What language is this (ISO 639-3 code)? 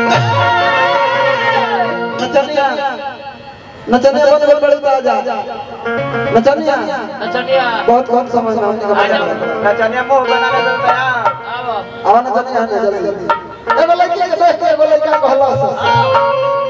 bho